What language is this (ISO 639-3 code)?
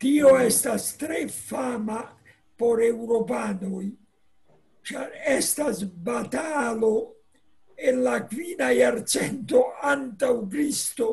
epo